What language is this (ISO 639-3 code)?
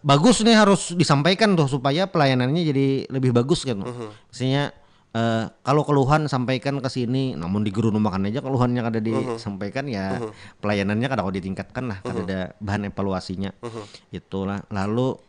bjn